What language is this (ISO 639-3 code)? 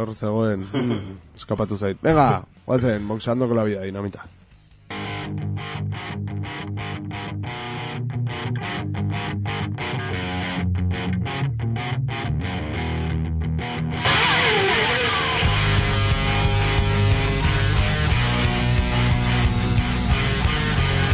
eus